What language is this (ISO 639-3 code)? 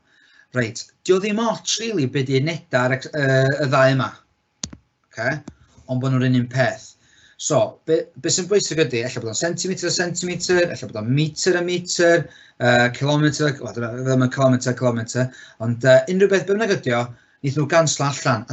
cym